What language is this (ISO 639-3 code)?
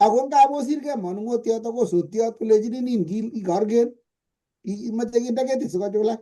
kln